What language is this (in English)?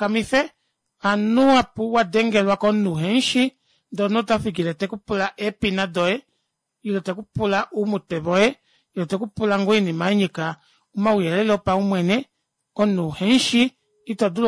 Kuanyama